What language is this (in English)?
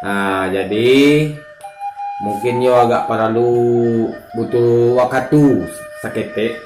Minangkabau